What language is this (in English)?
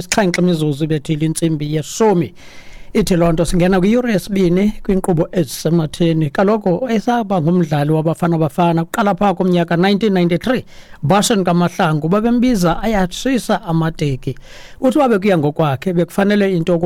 Xhosa